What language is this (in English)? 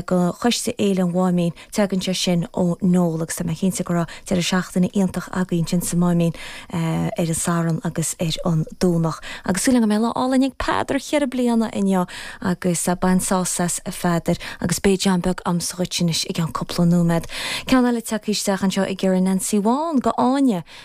Irish